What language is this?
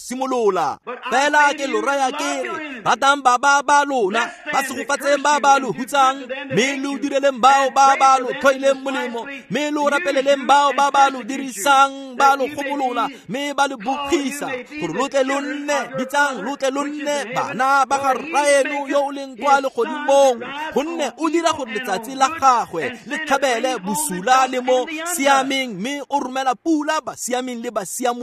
Tswana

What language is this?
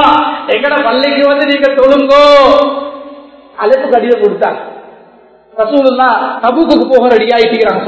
Tamil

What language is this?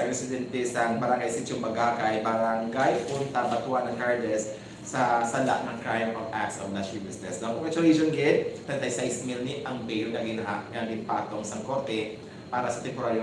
Hiligaynon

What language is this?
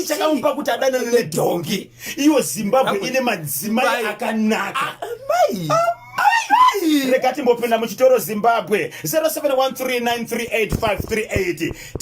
Shona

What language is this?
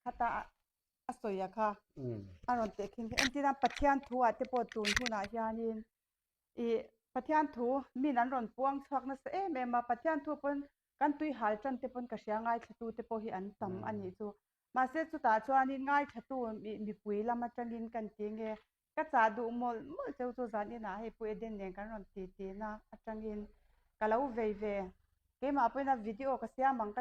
Mizo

